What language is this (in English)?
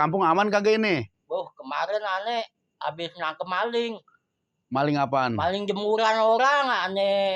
Betawi